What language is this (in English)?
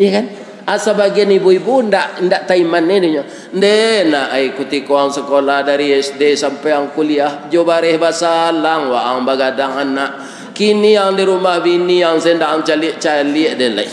Minangkabau